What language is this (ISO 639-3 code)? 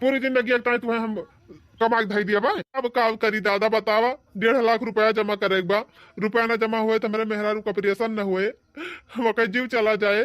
awa